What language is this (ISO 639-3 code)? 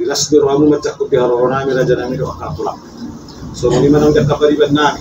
bbc